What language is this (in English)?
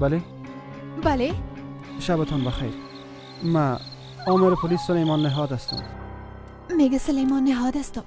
Persian